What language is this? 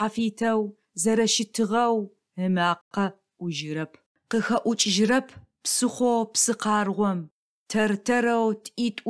Adyghe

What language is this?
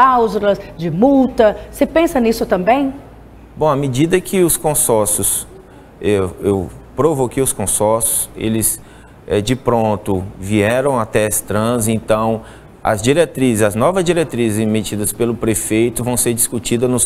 Portuguese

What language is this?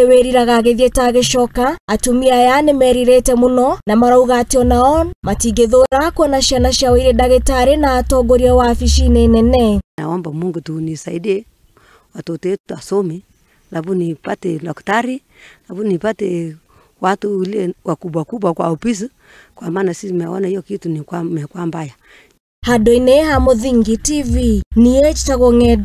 Kikuyu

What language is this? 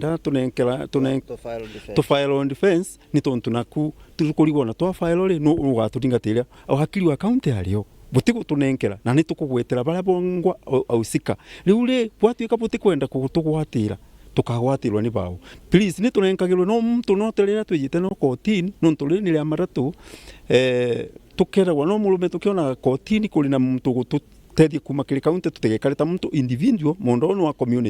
Meru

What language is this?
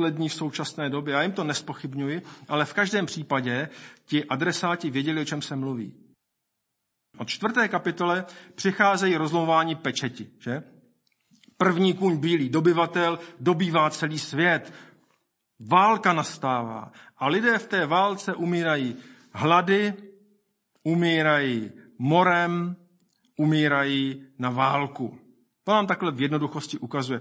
Czech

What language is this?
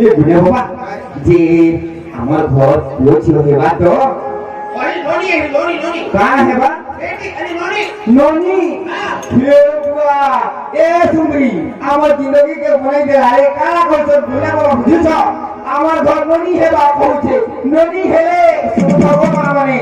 Chhattisgarhi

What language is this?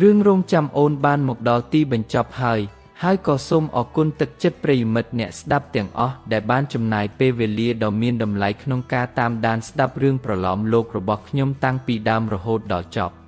Khmer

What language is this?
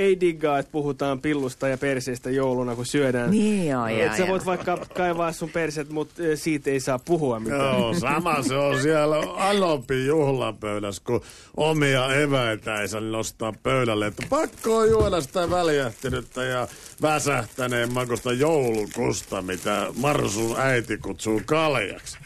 Finnish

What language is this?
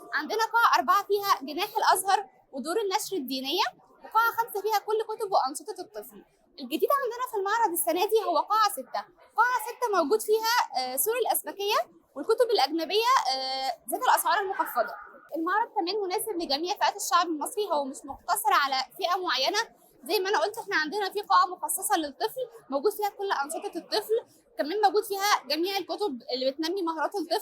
Egyptian Arabic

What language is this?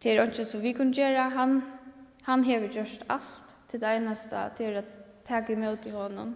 Faroese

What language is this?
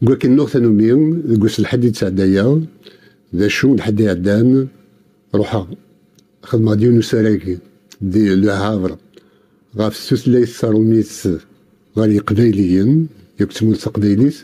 Kabyle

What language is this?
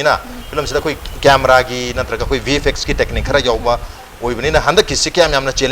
Manipuri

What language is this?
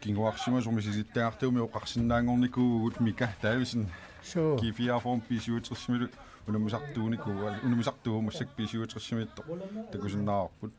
Kalaallisut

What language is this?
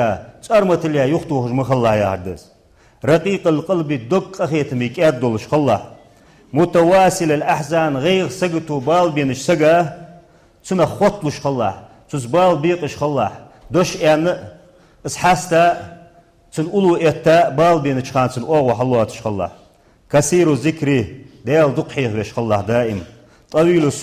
Ingush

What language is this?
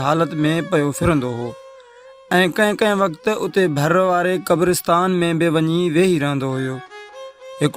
Sindhi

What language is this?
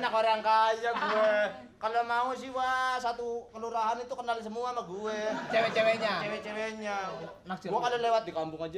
Betawi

